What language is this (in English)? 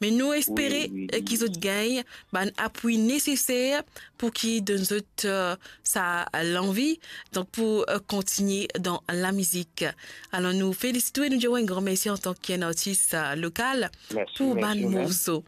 Morisyen